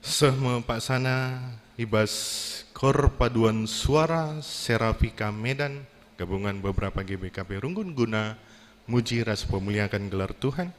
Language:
Batak Karo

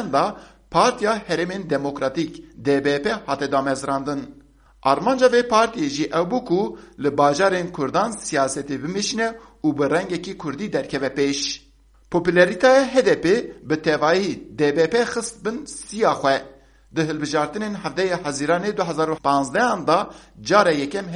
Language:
Kurdish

